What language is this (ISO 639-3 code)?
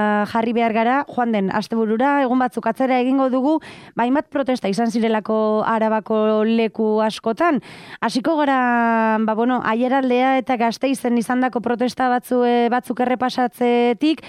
eus